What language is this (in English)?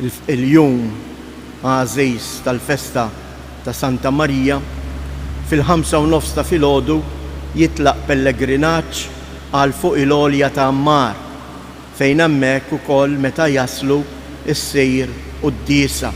Maltese